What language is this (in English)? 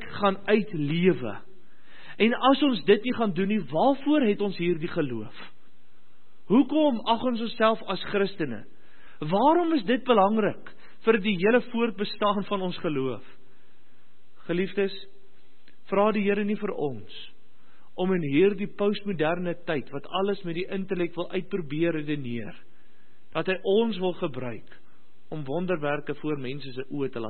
Afrikaans